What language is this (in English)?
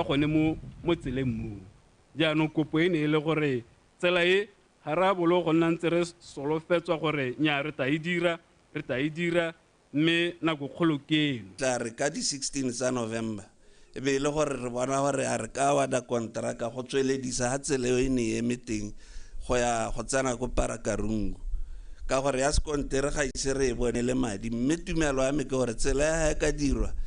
Tswana